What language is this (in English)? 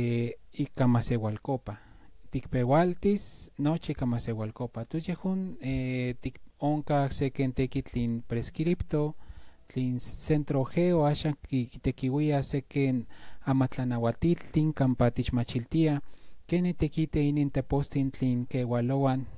Central Nahuatl